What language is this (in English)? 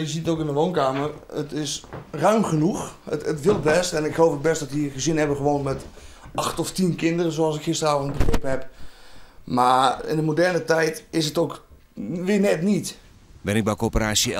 Western Frisian